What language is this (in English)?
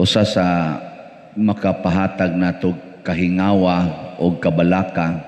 Cebuano